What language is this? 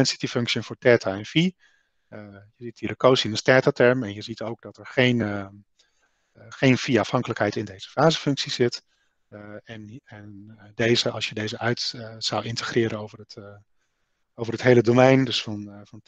Dutch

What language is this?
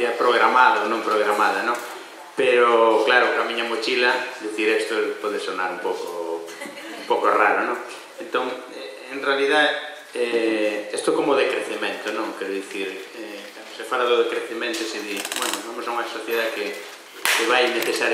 Galician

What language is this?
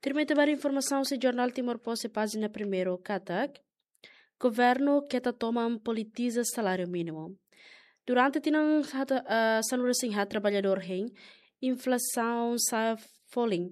Tetum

